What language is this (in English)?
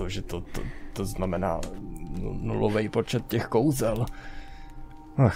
Czech